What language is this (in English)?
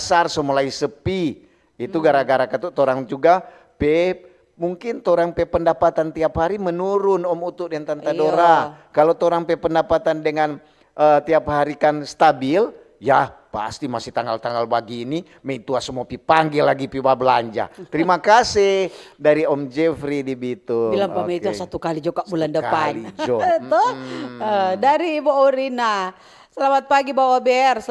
Manado Malay